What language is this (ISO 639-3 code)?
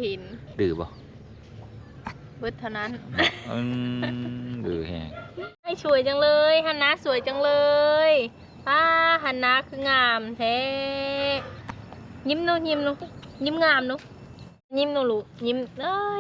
lao